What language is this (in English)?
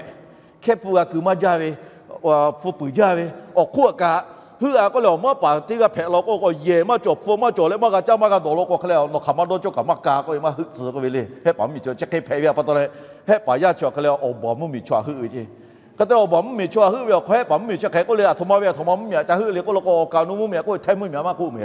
Lahu